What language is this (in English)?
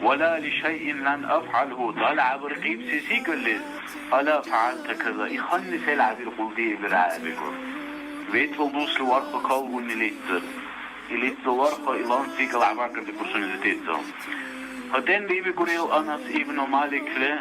Dargwa